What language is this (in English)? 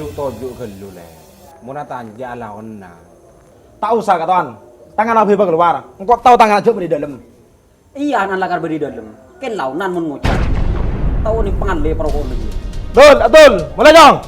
Madurese